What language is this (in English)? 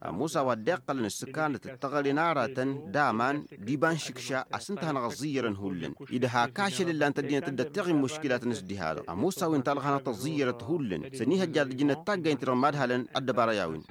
Tamasheq